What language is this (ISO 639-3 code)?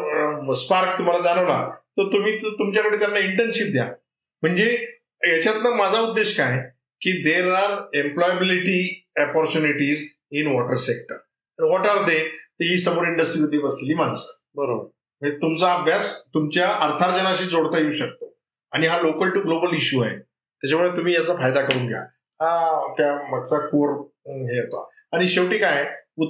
mar